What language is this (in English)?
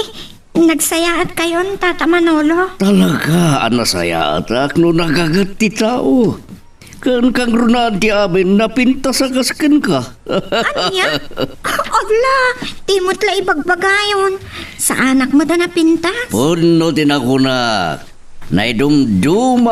Iloko